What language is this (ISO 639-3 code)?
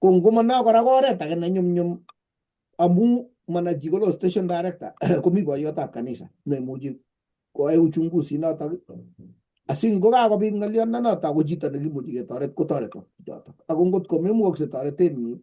kln